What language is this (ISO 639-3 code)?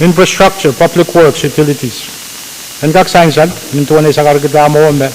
pon